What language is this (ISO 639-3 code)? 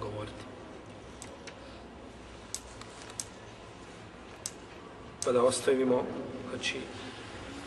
bos